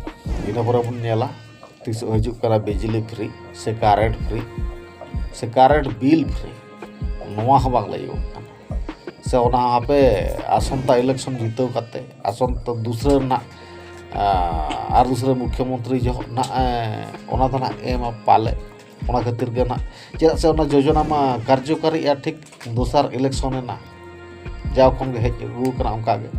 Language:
Santali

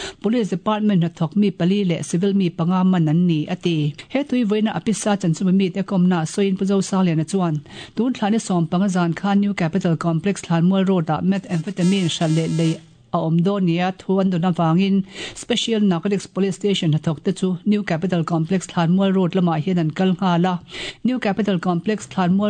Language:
Mizo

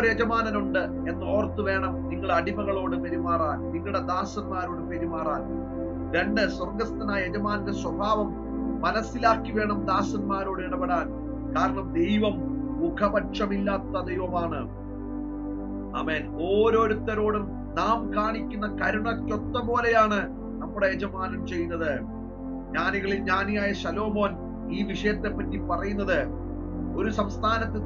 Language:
Malayalam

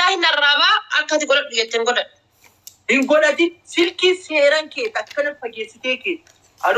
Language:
Oromo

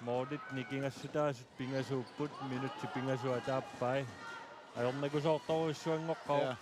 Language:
Kalaallisut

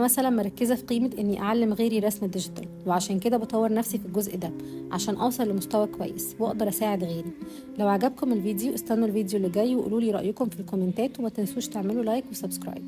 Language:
Egyptian Arabic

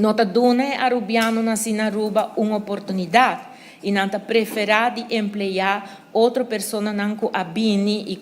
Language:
Papiamento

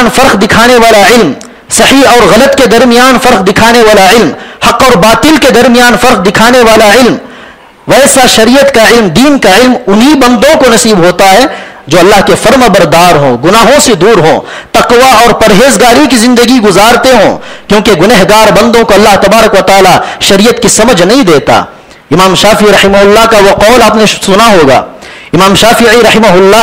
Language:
Urdu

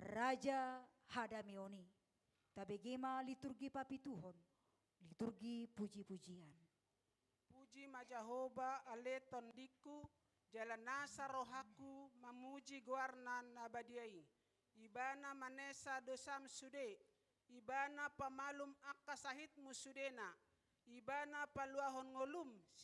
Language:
Batak Toba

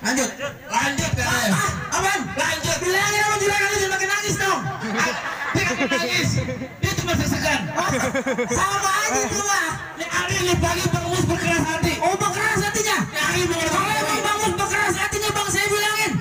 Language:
Betawi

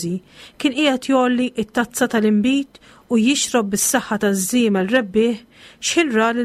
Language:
Maltese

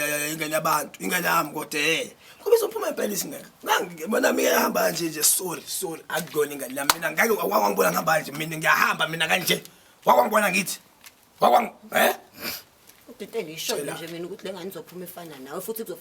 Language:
Zulu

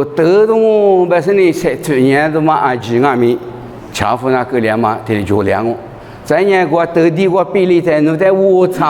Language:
Lisu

